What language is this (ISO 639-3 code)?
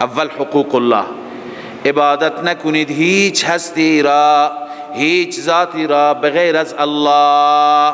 fas